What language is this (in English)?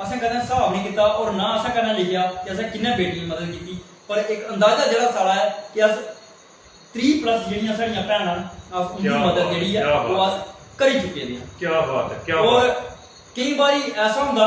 Dogri